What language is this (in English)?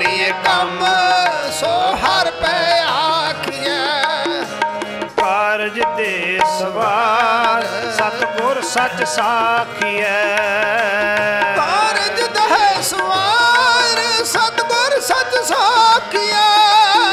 Punjabi